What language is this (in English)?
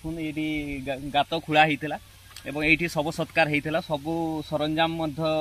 Odia